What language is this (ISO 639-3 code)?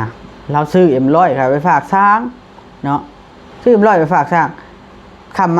tts